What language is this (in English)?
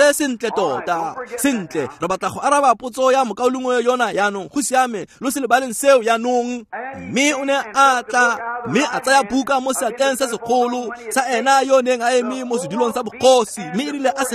Tswana